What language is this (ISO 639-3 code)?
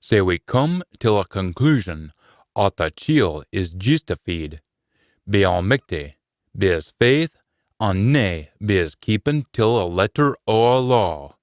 sco